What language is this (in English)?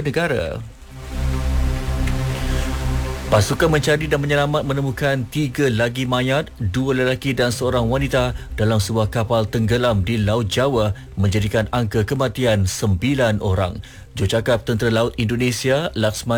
Malay